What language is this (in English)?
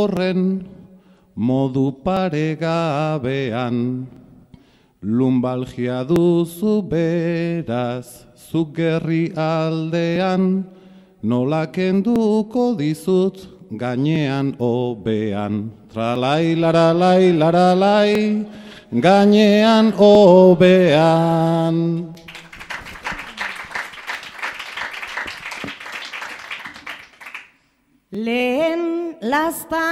Basque